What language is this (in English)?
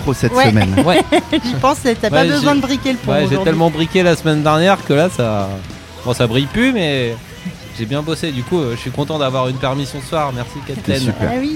French